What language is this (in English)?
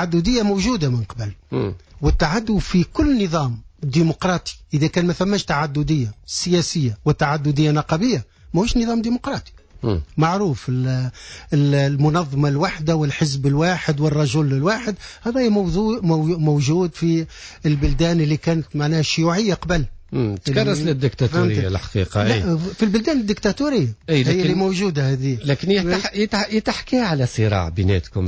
Tunisian Arabic